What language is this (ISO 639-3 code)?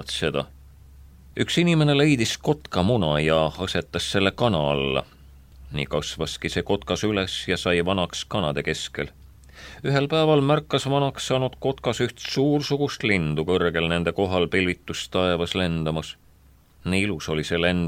est